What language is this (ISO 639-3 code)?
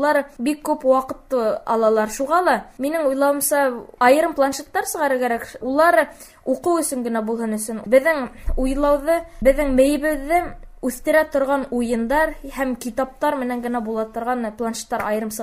bak